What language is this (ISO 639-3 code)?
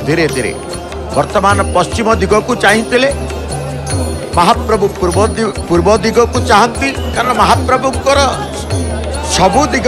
ori